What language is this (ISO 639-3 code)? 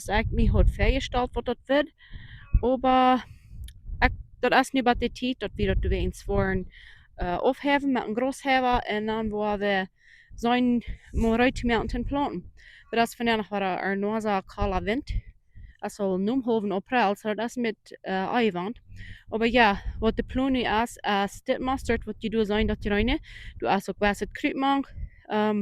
pdt